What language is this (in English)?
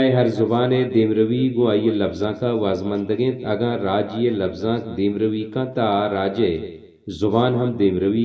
Baluchi